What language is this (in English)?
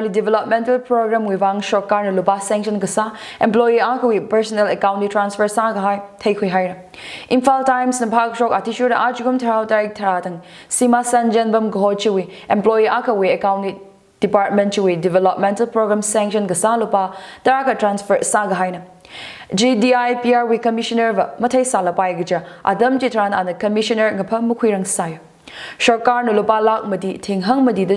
Tangkhul Naga (India)